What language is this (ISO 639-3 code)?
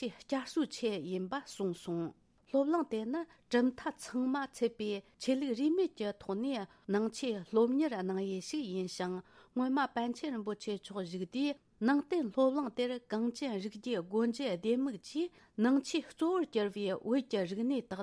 bod